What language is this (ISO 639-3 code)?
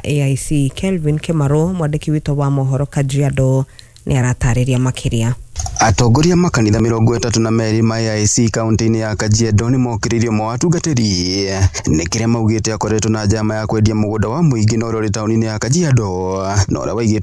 kik